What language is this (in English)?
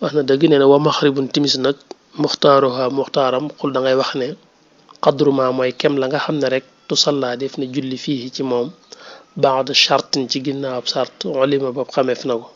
Wolof